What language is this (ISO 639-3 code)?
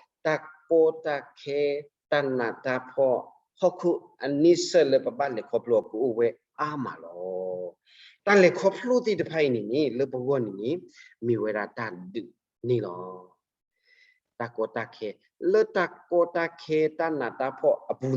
ksw